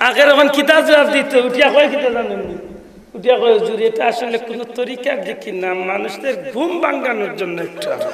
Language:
Sylheti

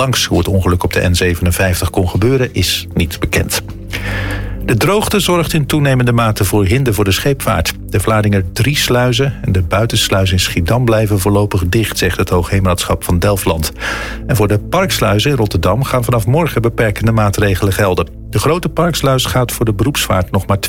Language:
Dutch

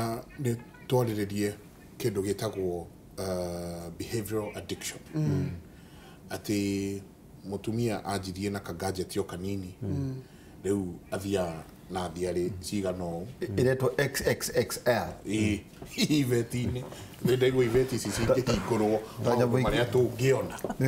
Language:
Kikuyu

